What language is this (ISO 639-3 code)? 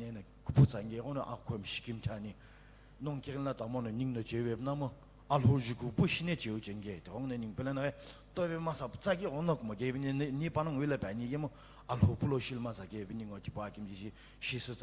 nsm